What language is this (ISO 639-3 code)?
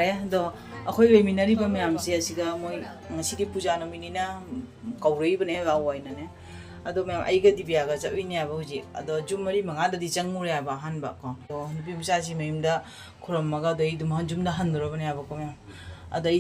mni